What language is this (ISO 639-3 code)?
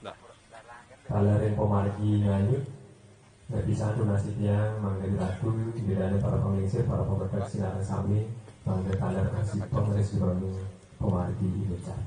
ban